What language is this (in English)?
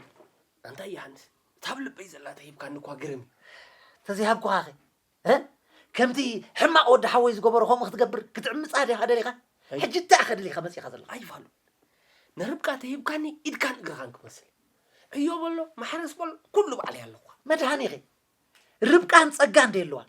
Tigrinya